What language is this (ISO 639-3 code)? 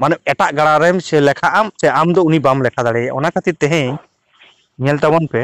sat